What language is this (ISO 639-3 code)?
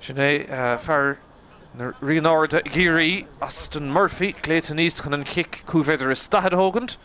gle